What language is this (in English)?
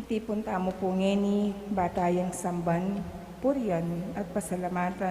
Pampanga